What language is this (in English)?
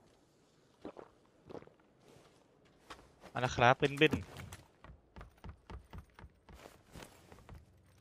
Thai